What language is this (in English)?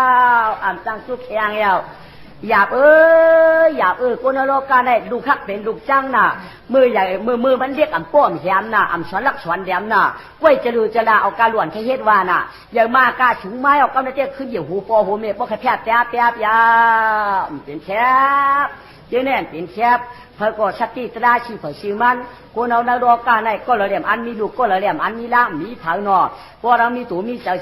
Shan